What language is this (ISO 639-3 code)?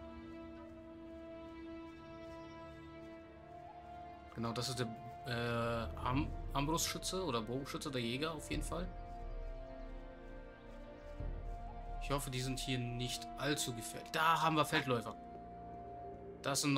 deu